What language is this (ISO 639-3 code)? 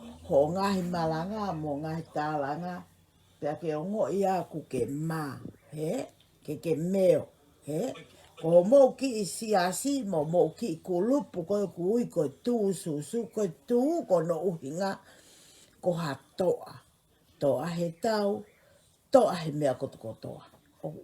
ton